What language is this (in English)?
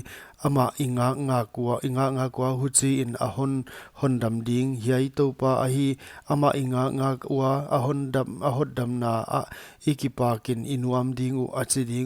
Paite Chin